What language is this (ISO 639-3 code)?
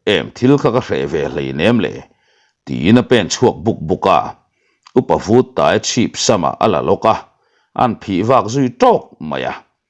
lus